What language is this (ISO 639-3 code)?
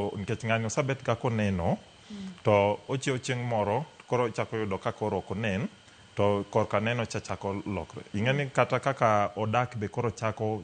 luo